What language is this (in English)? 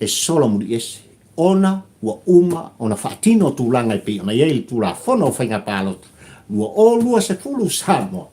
Samoan